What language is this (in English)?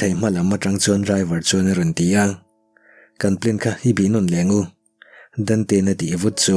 Mizo